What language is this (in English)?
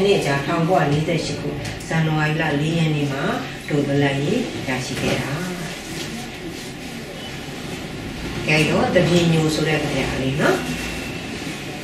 Burmese